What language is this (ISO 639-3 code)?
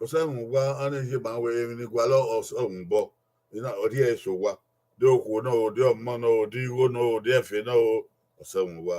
bin